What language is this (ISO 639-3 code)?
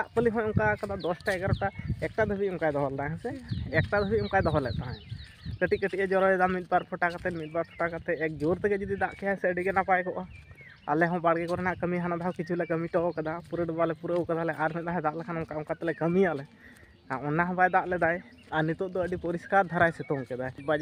sat